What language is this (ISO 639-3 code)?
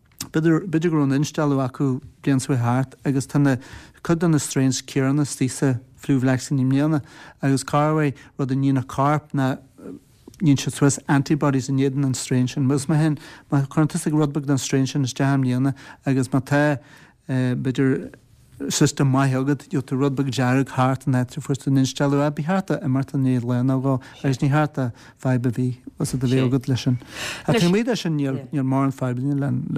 gle